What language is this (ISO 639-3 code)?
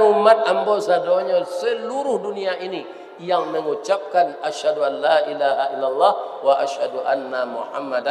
min